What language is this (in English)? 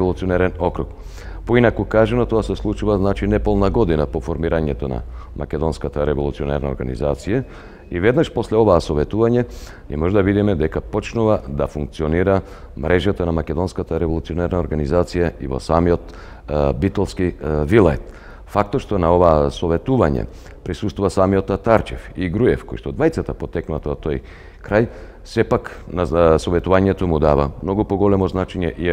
Macedonian